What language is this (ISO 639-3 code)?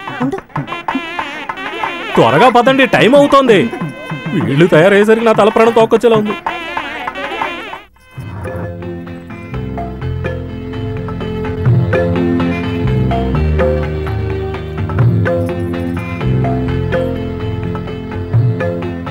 tel